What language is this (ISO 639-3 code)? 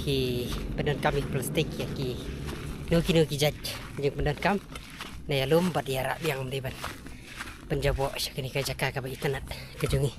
kha